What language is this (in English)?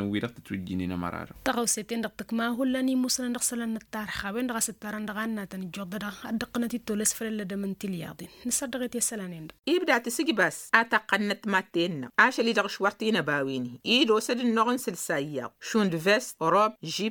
Tamasheq